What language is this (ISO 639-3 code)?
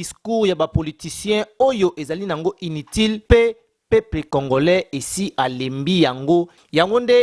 lin